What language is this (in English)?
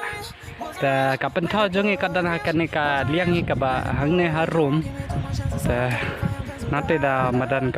Khasi